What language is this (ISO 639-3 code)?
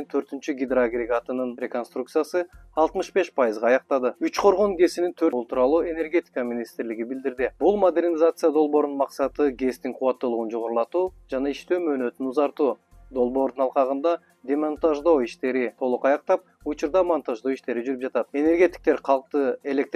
kir